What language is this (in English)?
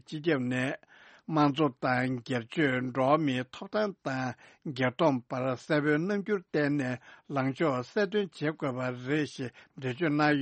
Tibetan